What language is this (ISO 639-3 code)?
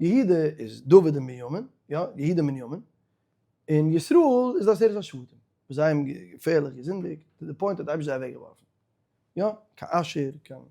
yid